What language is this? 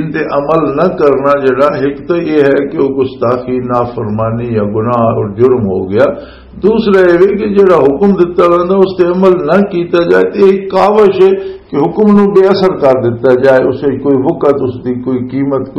Western Panjabi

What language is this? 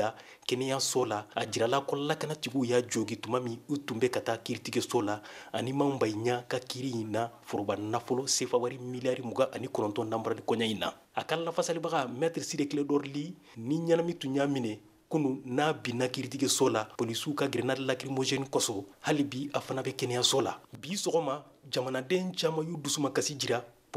Bambara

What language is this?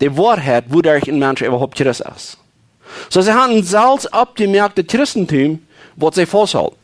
Plautdietsch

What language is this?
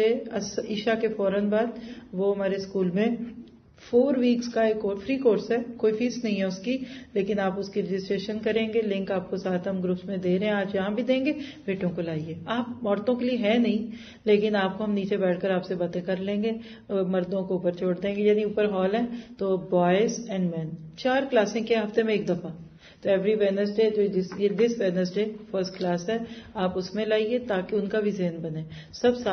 Urdu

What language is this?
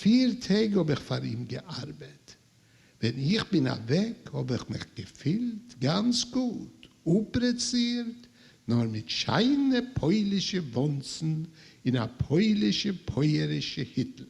Yiddish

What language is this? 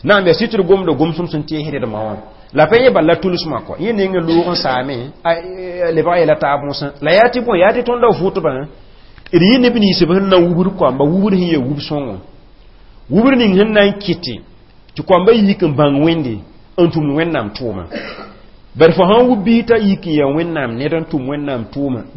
Mossi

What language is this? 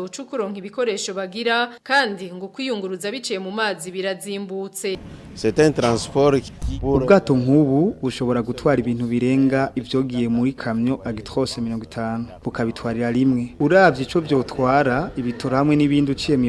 Rundi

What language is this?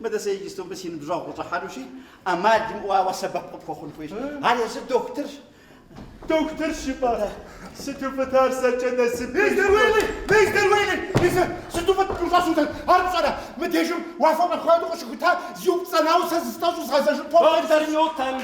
Kabardian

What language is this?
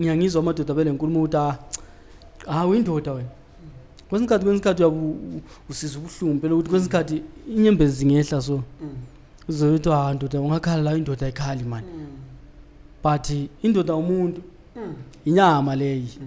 Zulu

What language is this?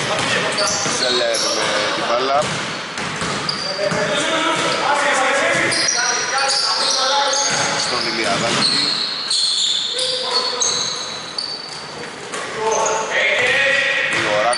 Greek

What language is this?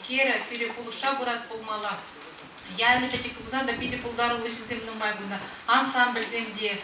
Chuvash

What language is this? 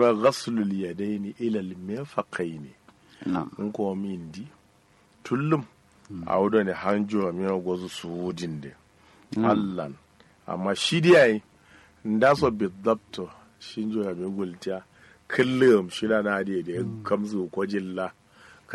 Kanuri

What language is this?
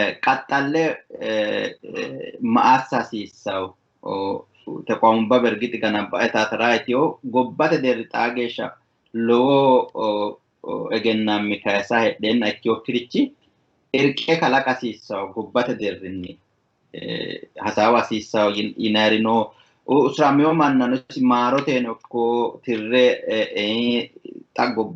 Sidamo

